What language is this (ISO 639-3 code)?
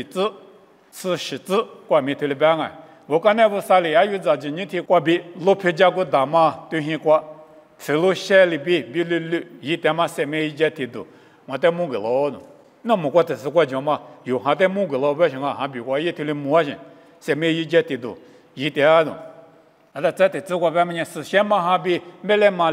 lis